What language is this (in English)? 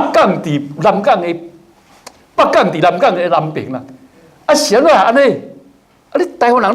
Min Nan Chinese